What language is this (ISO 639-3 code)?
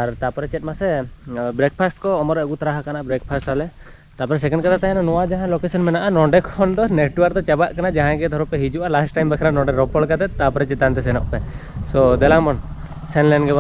sat